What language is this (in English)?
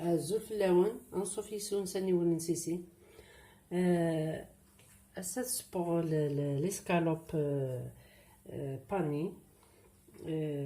Kabyle